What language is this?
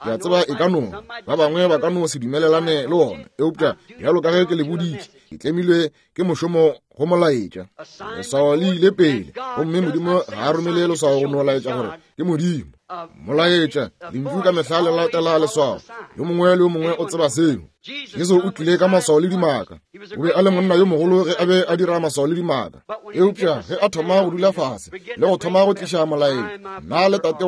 Northern Sotho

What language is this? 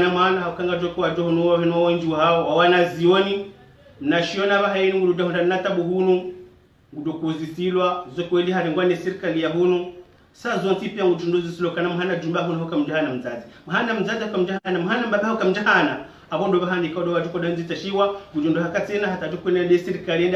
Ngazidja Comorian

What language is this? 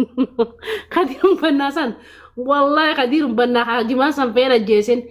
Oromo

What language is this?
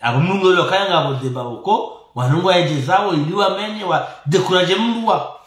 Ngazidja Comorian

